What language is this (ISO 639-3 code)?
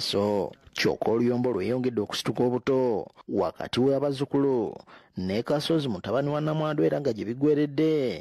lug